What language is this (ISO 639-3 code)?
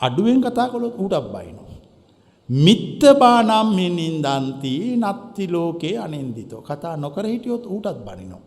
sin